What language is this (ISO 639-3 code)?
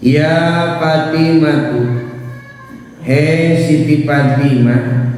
sun